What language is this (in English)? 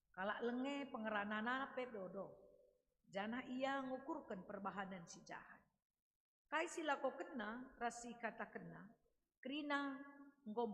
Batak Karo